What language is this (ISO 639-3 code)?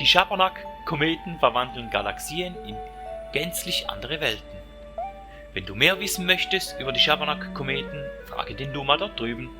gsw